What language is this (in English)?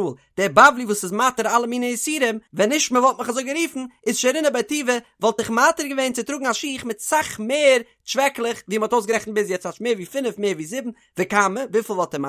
Yiddish